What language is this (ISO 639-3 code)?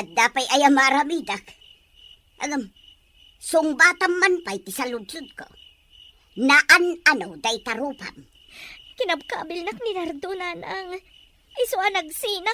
ilo